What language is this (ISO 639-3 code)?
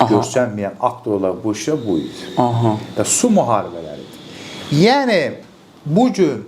aze